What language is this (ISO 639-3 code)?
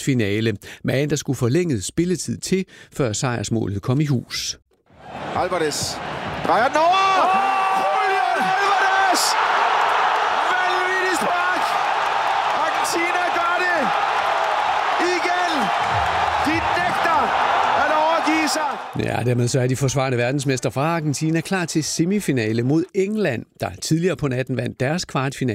dan